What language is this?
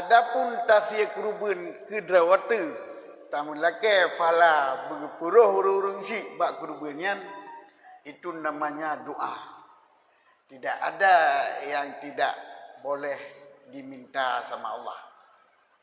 Achinese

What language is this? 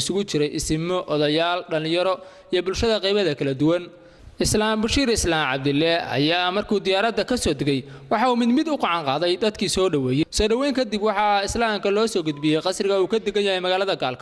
Somali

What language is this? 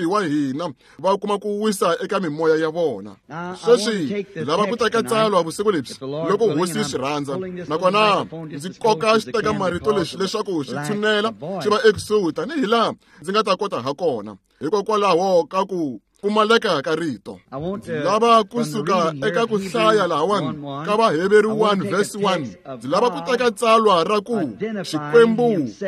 Tsonga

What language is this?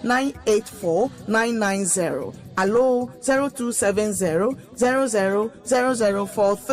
Ewe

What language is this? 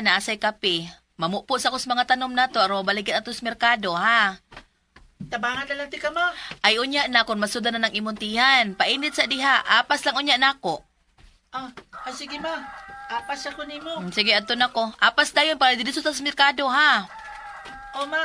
Cebuano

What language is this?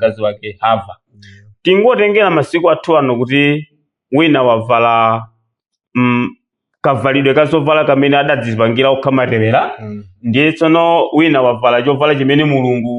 Nyanja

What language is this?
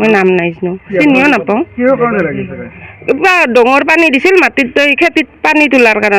Assamese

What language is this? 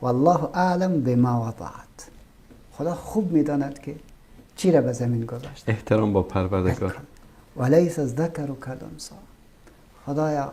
Persian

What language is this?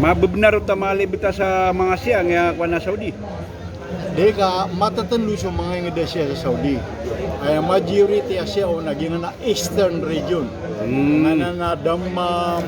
Maranao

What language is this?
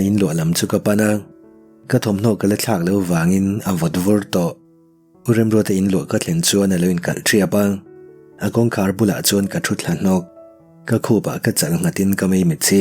Mizo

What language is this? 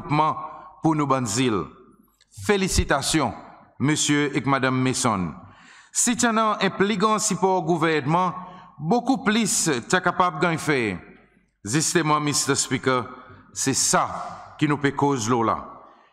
Seselwa Creole French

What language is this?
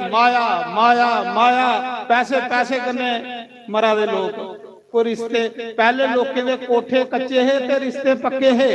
Dogri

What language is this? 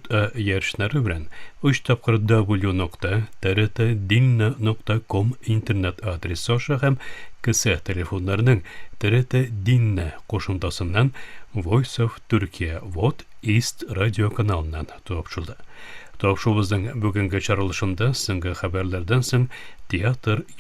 Tatar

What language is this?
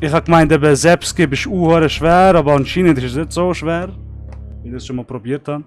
Swiss German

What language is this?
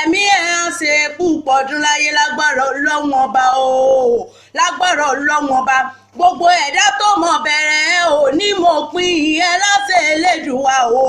Yoruba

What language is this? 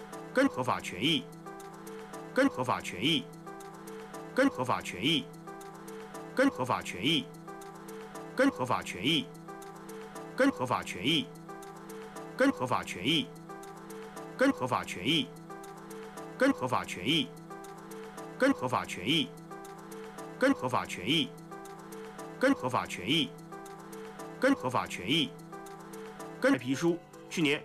Chinese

